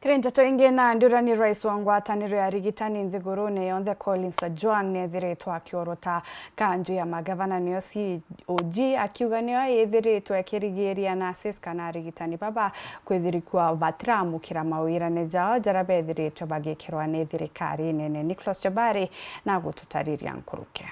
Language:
Meru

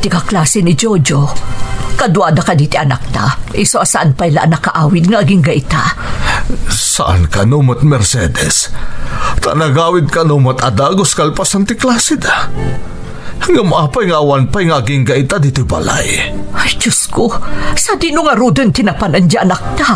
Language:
Iloko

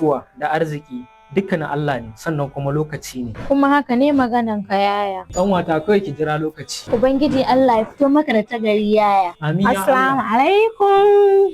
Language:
Hausa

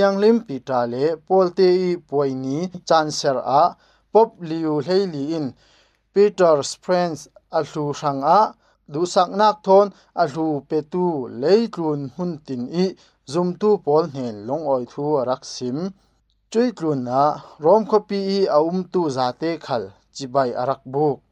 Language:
Falam Chin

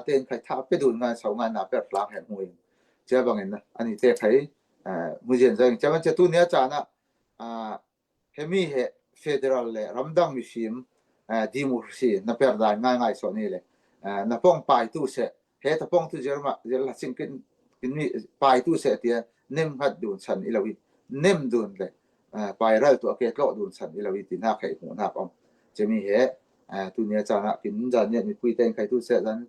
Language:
Falam Chin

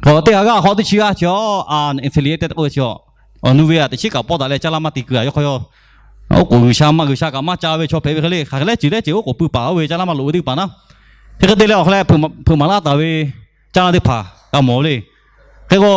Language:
Lahu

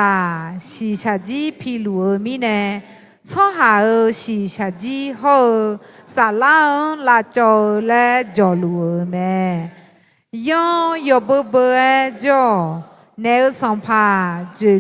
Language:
Akha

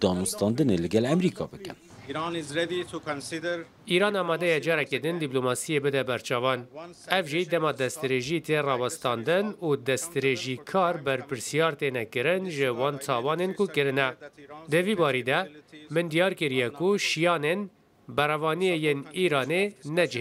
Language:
Kurdish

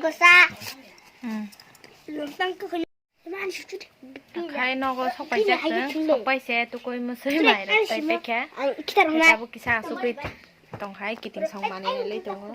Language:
Kok Borok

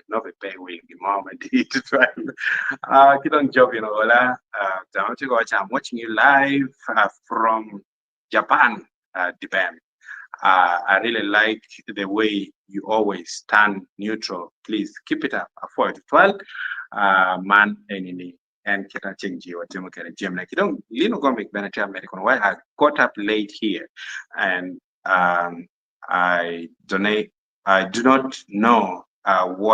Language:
Acoli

